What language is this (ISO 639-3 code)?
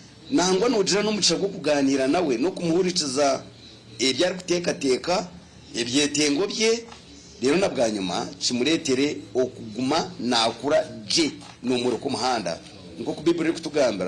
nyn